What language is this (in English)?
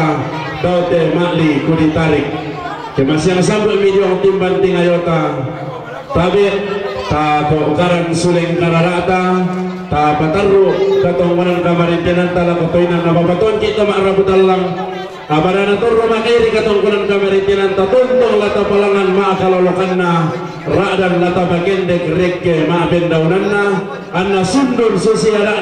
Toraja-Sa'dan